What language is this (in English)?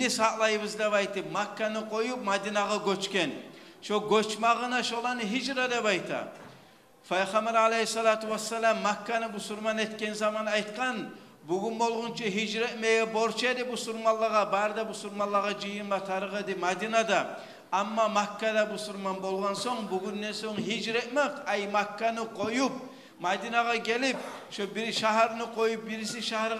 Kumyk